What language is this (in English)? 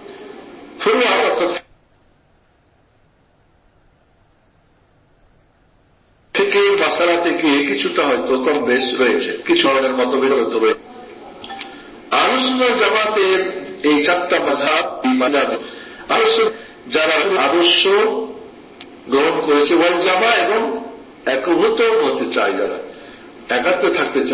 Bangla